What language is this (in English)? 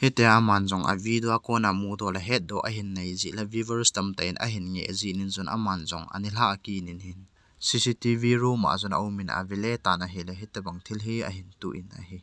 Thado Chin